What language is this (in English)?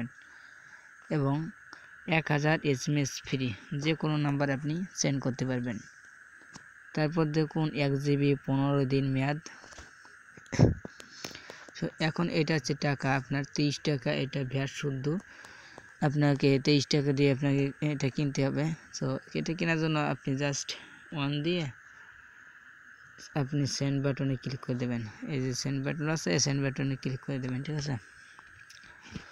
Bangla